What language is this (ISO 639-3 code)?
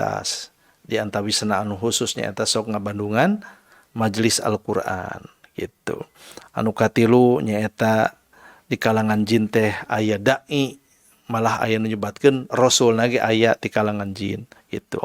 sun